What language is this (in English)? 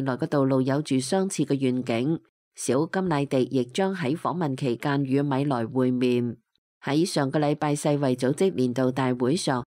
Cantonese